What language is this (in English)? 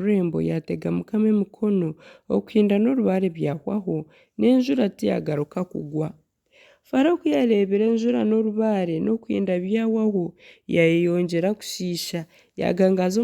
Nyankole